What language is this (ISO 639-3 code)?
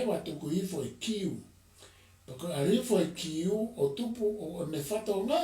ton